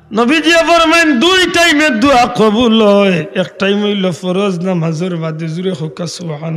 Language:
Sylheti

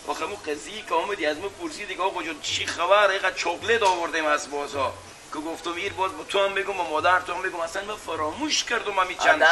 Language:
Persian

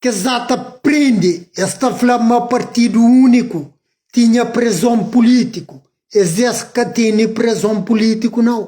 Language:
Kabuverdianu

